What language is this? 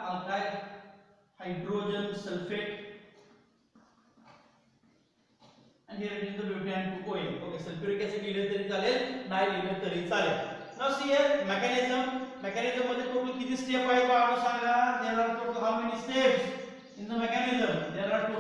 Marathi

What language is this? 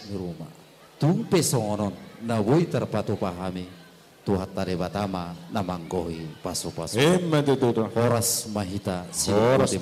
Batak Toba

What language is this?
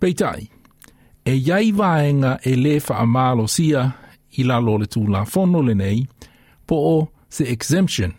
Samoan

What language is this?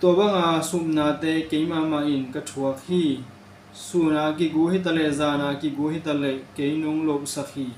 Tedim Chin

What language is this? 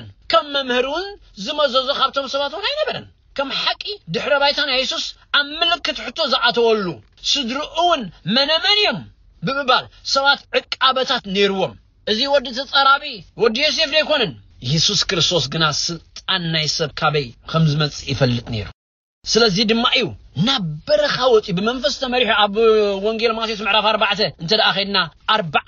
Tigrinya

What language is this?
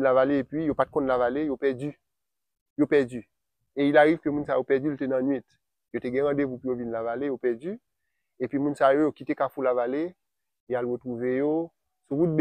Haitian Creole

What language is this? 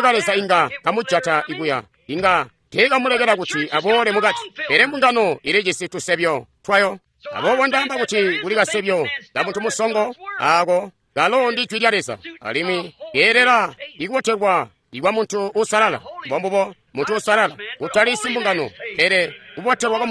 Tonga (Zambia)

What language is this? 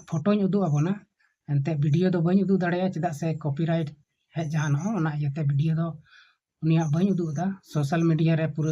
Santali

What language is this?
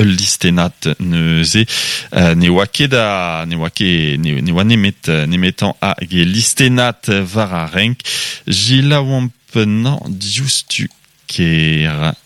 Breton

